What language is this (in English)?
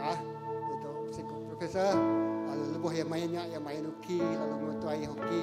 Iban